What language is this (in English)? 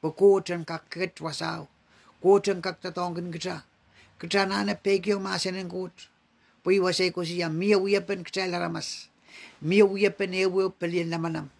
Pohnpeian